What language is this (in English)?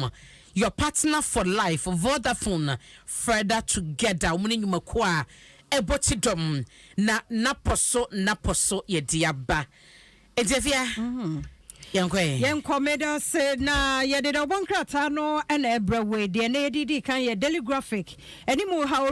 Akan